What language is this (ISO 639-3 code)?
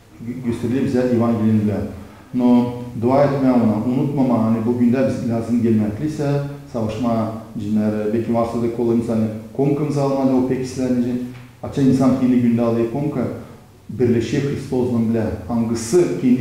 gag